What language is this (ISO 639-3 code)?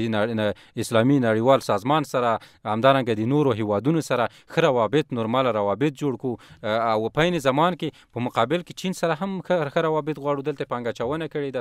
pus